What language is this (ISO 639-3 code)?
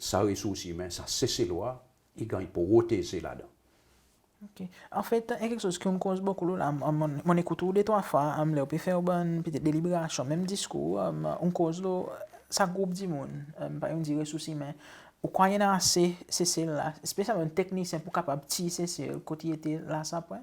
crs